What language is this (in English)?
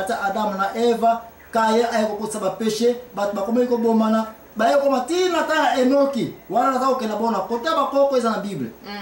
Lingala